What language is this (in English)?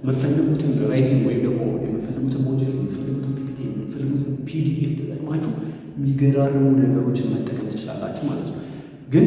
Amharic